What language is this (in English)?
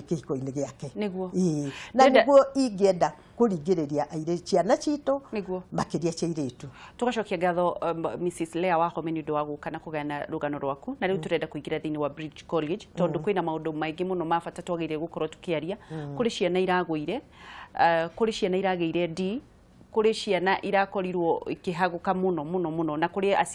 Kikuyu